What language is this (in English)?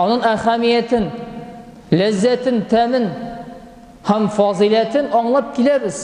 Tatar